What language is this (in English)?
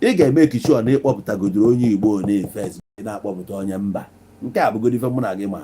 Igbo